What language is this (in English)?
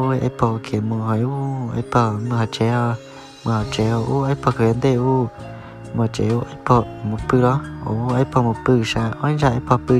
Hmong